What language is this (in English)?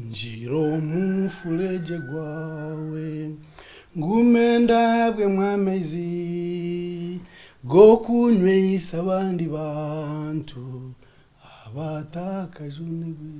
Nyankole